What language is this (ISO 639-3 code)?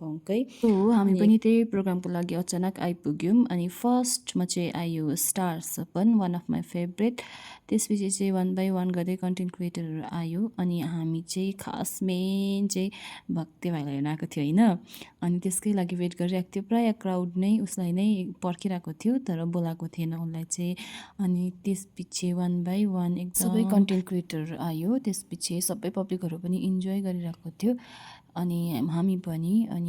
nep